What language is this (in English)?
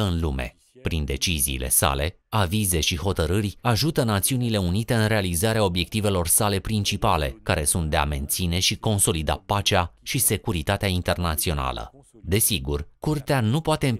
Romanian